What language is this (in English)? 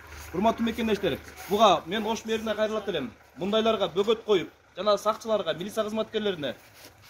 Kyrgyz